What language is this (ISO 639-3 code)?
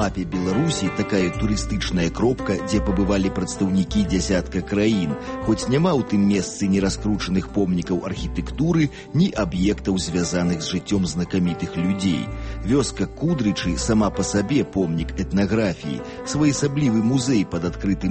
bel